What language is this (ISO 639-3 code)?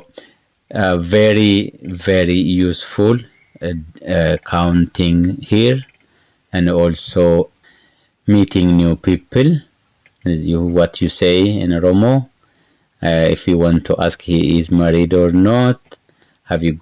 eng